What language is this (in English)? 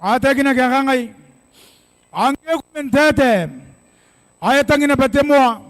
Gilbertese